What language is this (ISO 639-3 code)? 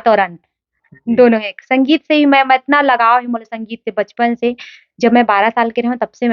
hne